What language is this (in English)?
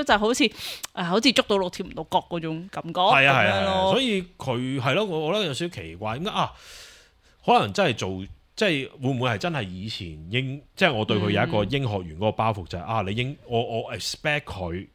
Cantonese